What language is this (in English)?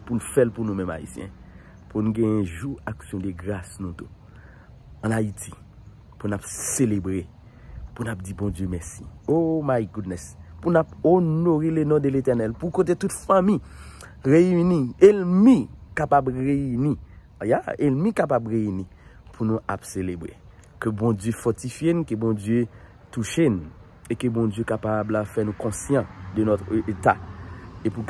Haitian Creole